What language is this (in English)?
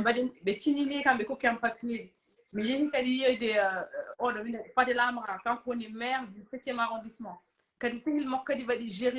Fula